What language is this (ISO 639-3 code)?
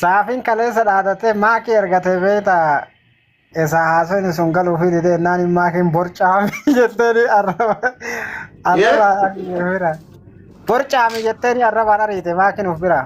orm